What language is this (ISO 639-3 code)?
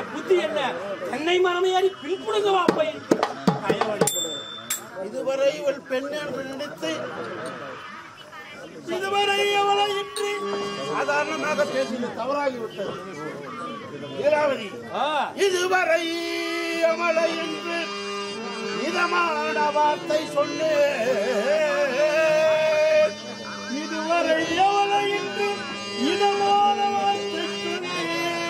tam